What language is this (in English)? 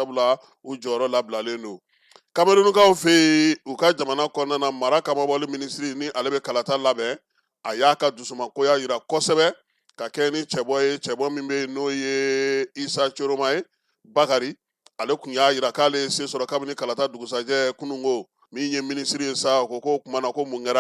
Bambara